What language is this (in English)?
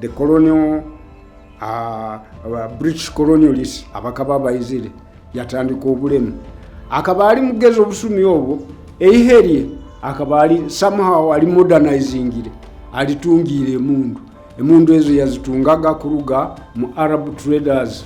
Nyoro